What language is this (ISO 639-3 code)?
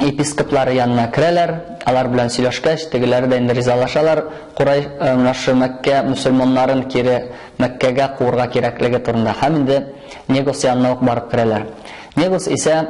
tat